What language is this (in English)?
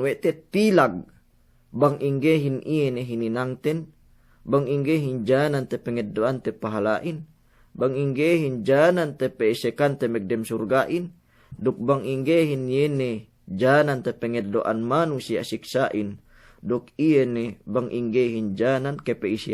Yakan